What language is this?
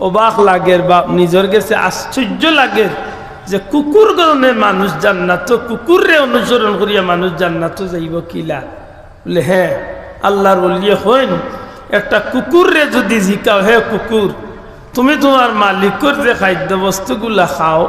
Sylheti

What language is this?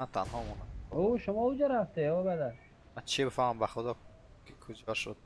Persian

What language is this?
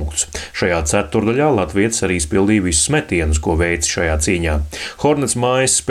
Latvian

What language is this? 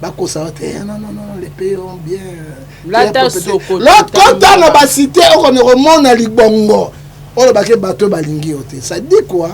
Lingala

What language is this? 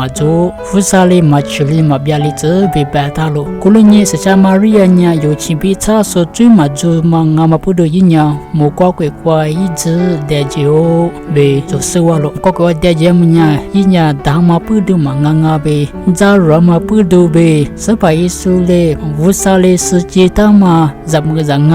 Lisu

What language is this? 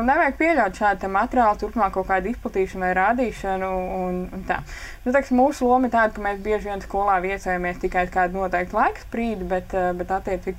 Latvian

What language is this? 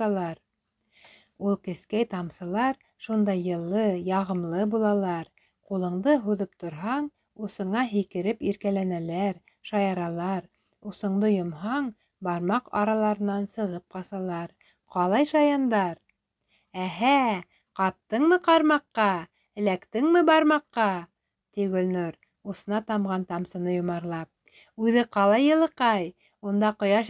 Bashkir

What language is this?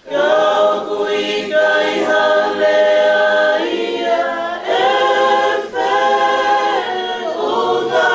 Tongan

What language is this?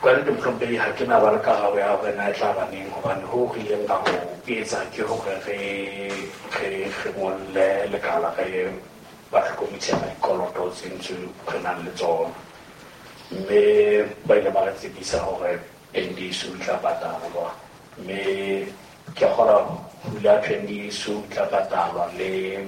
Southern Sotho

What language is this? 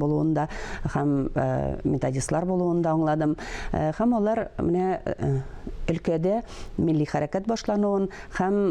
Tatar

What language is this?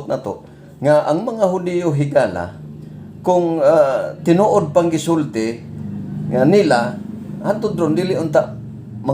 Cebuano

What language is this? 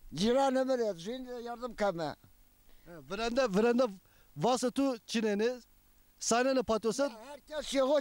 Zaza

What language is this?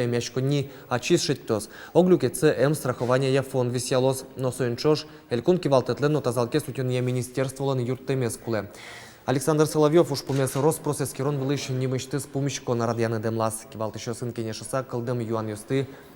Udmurt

